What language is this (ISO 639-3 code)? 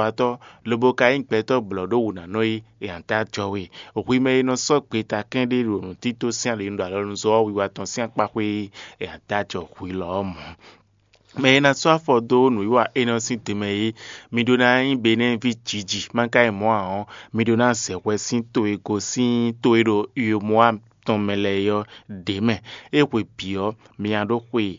fon